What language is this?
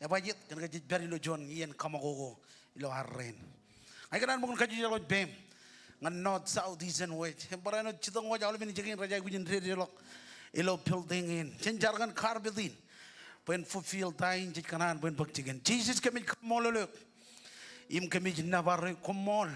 Marshallese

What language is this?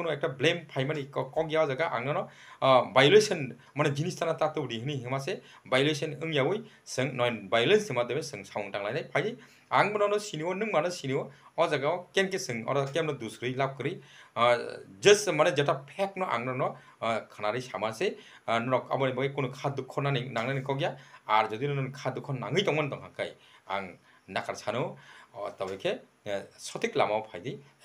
Kok Borok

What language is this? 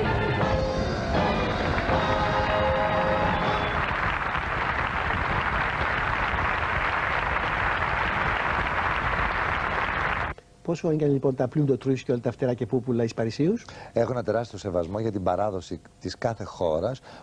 Greek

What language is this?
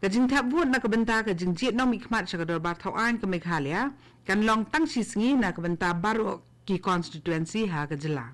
Khasi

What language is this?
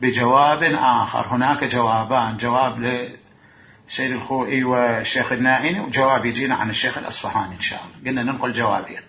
Mesopotamian Arabic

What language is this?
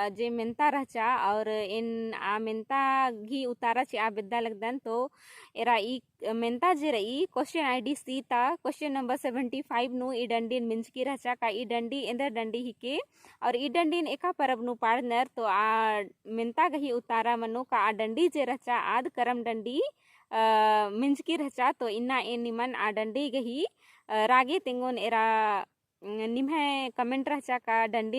Kurukh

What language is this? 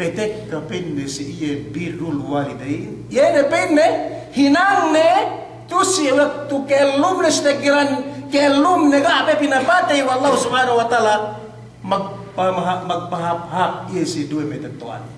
Yakan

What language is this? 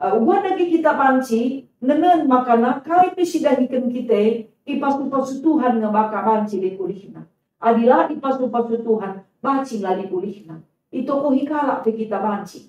Batak Karo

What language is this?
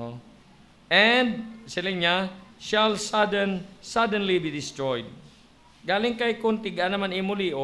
Hiligaynon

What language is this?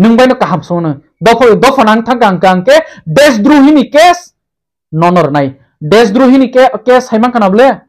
Riang (India)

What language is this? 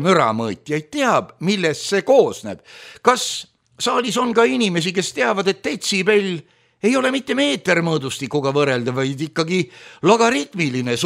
Estonian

